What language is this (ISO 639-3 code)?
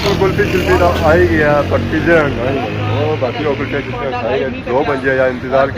phr